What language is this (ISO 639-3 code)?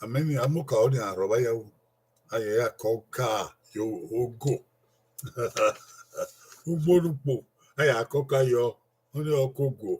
bin